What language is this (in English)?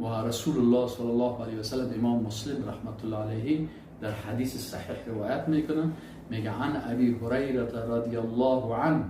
Persian